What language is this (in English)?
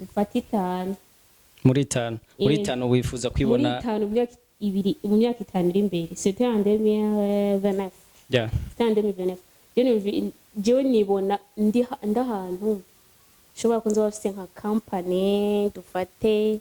Rundi